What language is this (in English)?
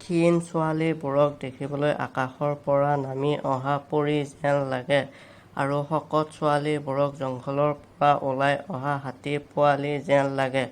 Assamese